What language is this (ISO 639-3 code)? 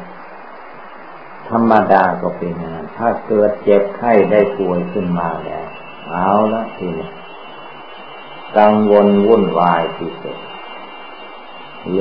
tha